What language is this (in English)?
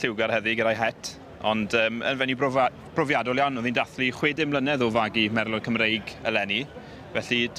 Welsh